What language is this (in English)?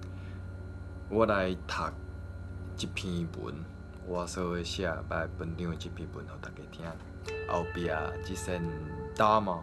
Min Nan Chinese